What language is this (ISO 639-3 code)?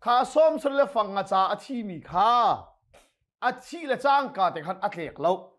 cnh